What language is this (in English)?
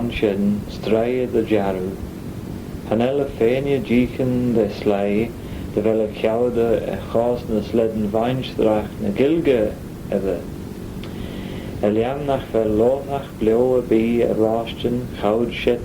Manx